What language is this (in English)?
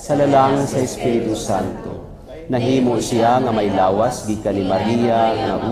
Cebuano